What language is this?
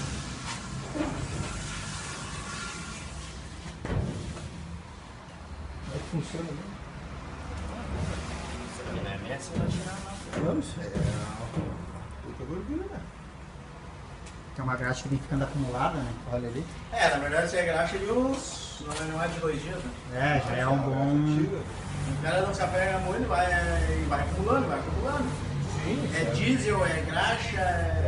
Portuguese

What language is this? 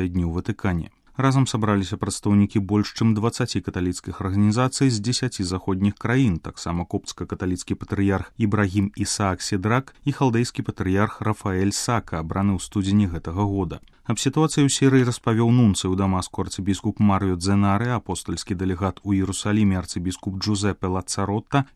Belarusian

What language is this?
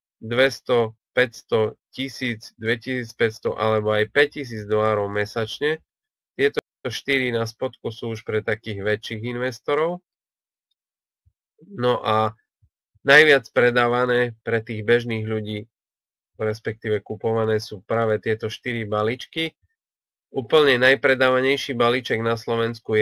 Slovak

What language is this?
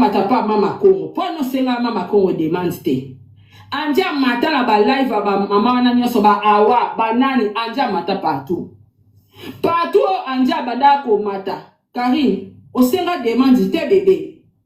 Lingala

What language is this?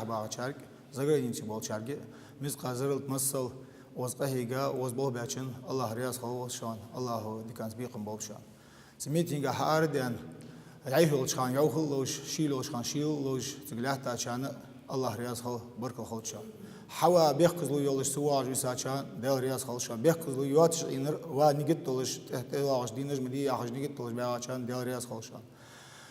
Ingush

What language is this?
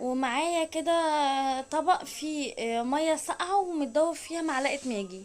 Egyptian Arabic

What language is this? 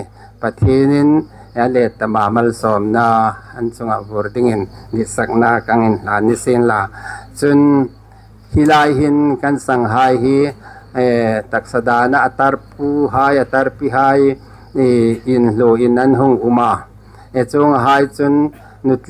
Hmar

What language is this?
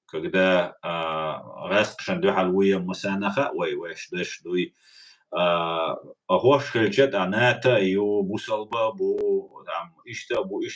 Chechen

